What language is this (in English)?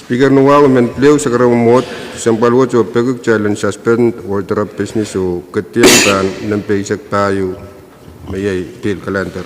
Pohnpeian